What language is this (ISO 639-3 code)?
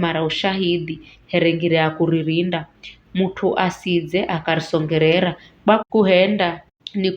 nyf